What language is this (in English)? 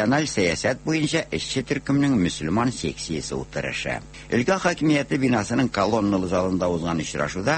Tatar